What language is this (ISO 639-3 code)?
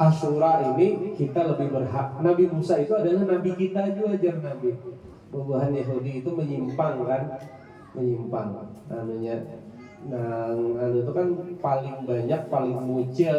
bjn